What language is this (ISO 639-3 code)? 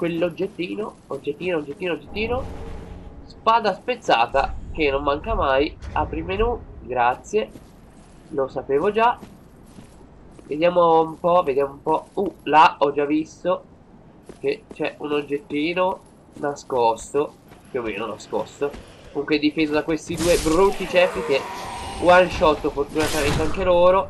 ita